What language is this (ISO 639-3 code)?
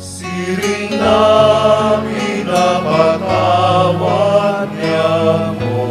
bik